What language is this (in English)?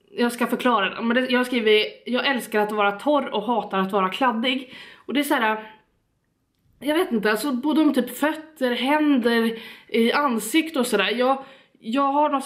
Swedish